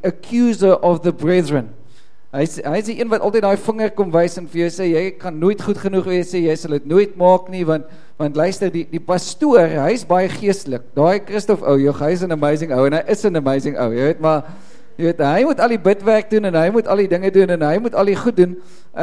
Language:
Afrikaans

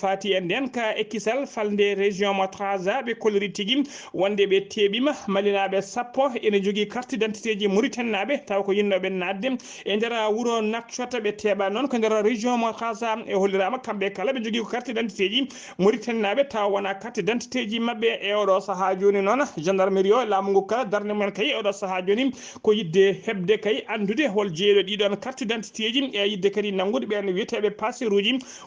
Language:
Fula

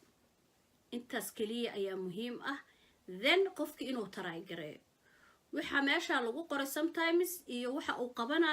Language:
Somali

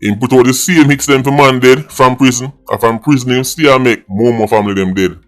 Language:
Jamaican Creole English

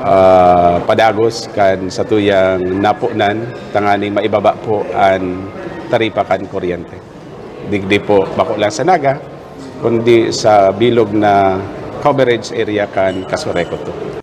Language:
Bikol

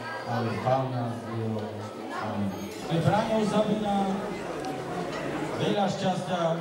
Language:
Slovak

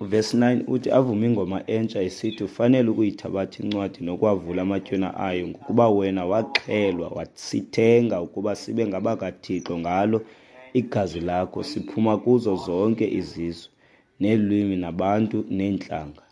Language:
Xhosa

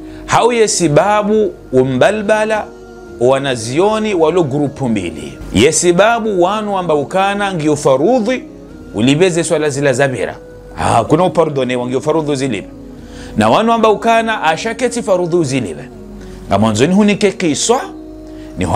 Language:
Ngazidja Comorian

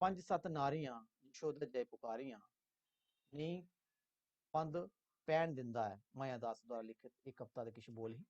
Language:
Dogri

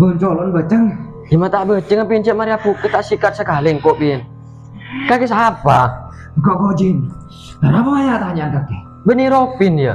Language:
Madurese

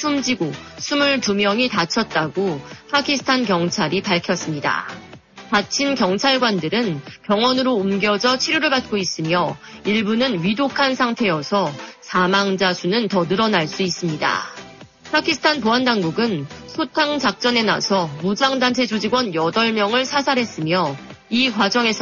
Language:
Korean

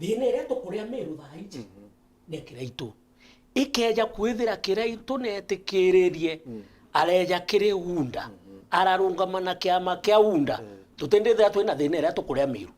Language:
Meru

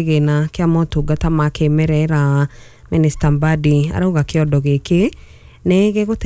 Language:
Kikuyu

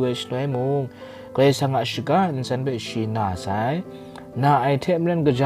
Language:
Kachin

